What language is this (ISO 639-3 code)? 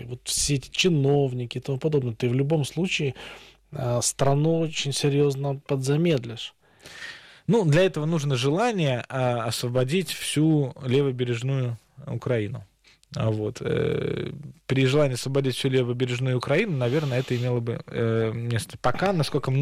rus